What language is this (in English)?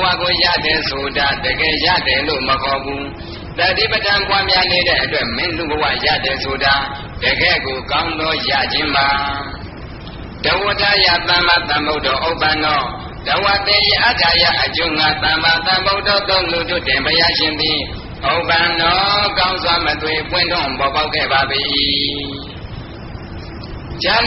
Burmese